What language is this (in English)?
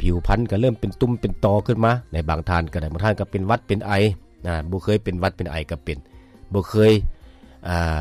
Lao